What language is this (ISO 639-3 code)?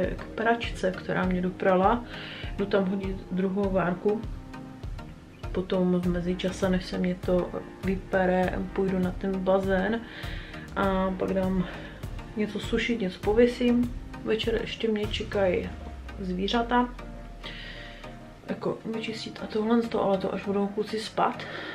ces